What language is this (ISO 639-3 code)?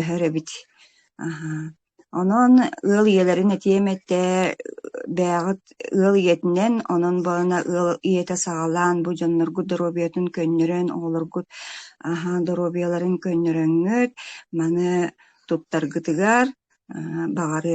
sah